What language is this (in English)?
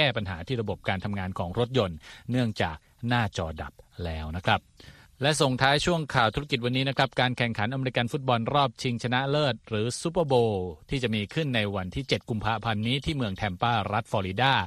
Thai